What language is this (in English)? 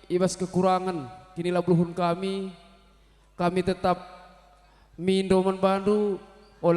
Batak Karo